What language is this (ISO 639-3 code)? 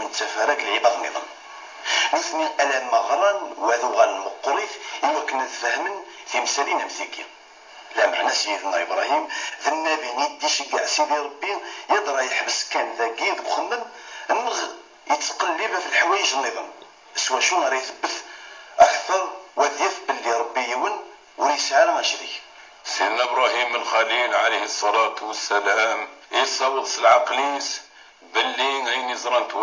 kab